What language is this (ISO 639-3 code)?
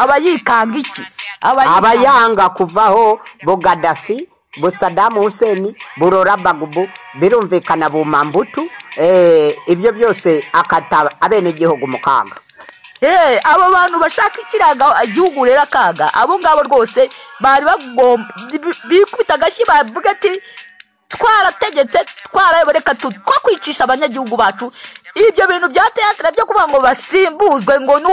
kin